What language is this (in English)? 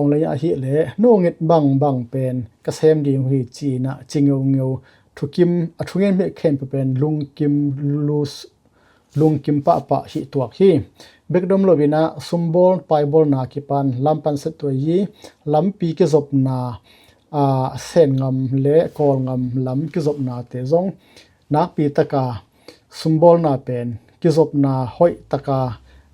Tedim Chin